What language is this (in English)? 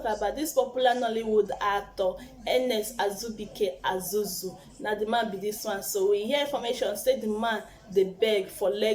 Nigerian Pidgin